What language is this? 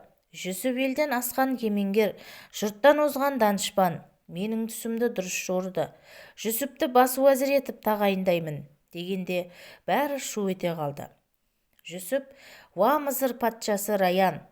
Kazakh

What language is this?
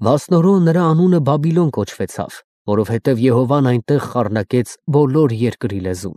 Armenian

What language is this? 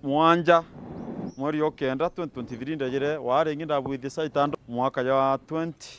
Meru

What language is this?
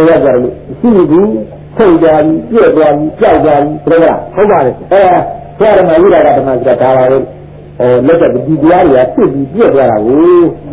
Burmese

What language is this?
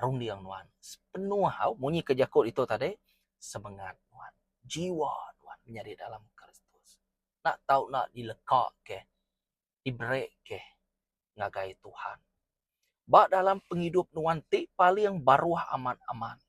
Iban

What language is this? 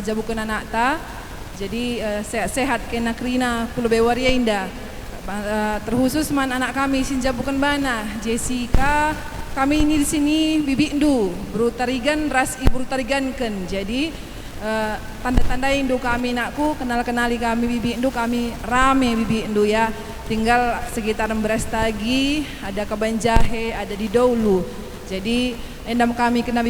Batak Karo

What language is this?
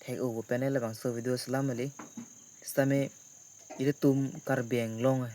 Karbi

